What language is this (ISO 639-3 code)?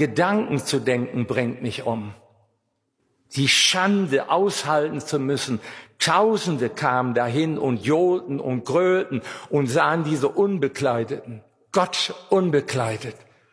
deu